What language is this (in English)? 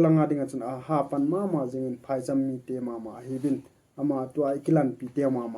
Thado Chin